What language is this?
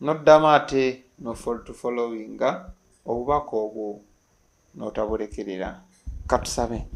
Ganda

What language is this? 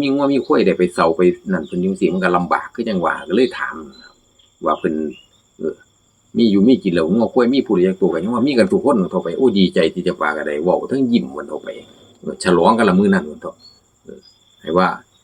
Northeastern Thai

